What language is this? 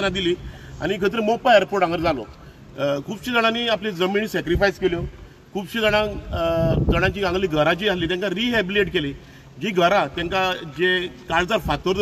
Konkani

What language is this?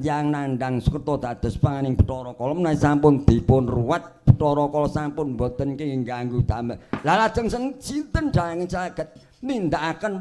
Javanese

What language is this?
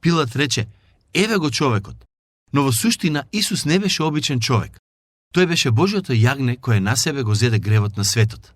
Macedonian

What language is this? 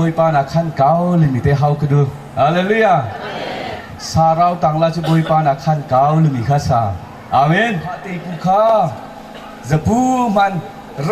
Hakha Chin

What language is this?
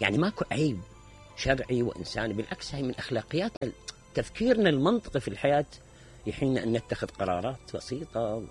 Mesopotamian Arabic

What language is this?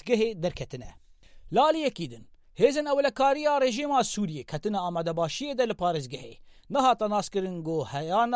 Kurdish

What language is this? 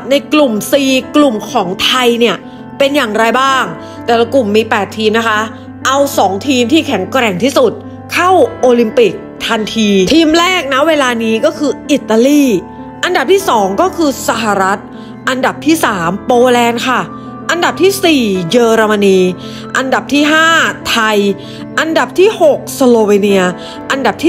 Thai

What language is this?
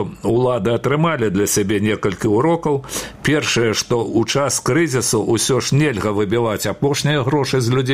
Belarusian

